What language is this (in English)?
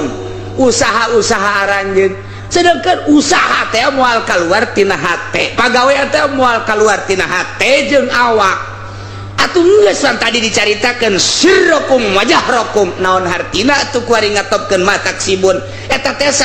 Sundanese